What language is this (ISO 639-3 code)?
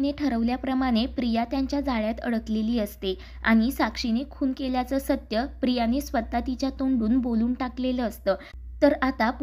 mar